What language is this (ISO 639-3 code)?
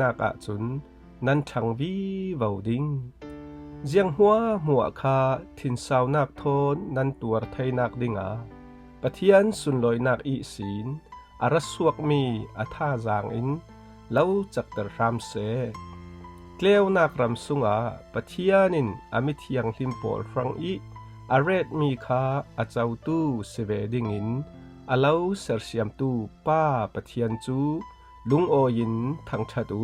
cfm